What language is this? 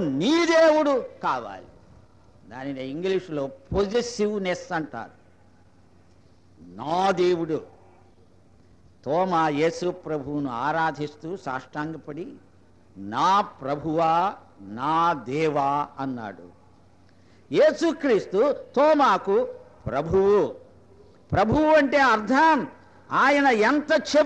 Telugu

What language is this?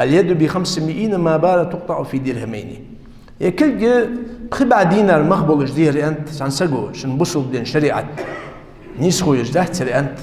Ingush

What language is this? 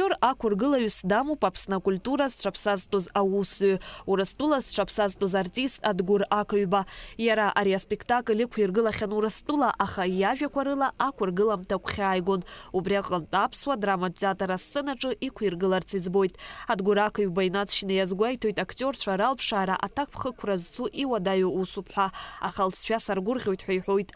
Abkhazian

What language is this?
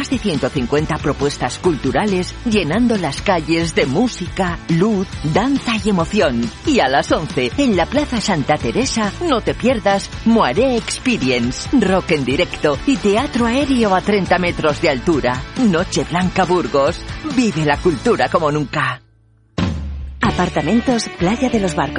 Spanish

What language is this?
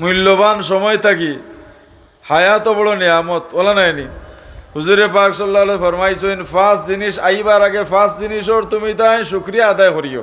Sylheti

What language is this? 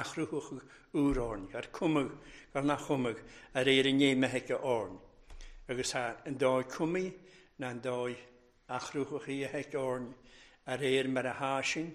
Welsh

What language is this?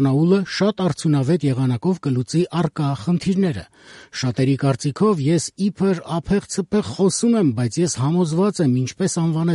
Armenian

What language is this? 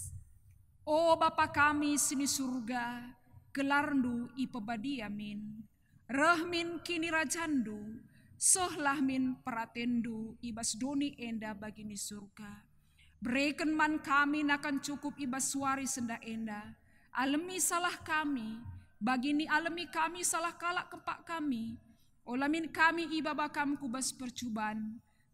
Batak Karo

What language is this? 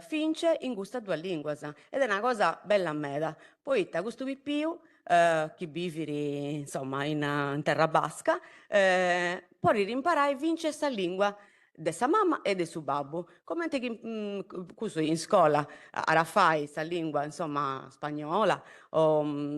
Sardinian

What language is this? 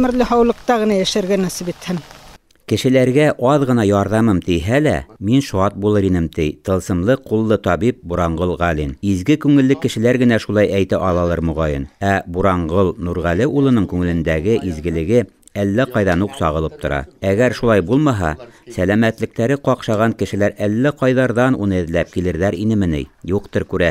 Bashkir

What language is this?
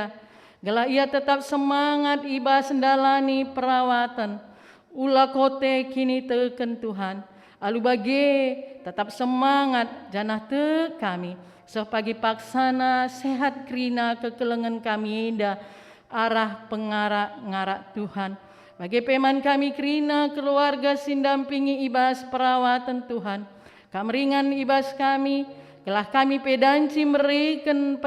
Batak Karo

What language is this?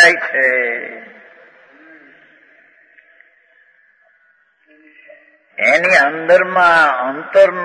Gujarati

